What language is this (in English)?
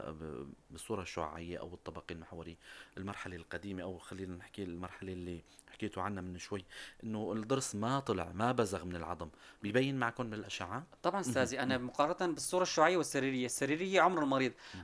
North Levantine Arabic